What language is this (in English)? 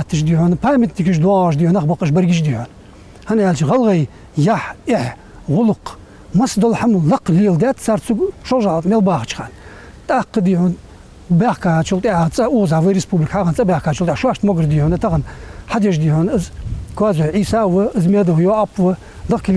Ingush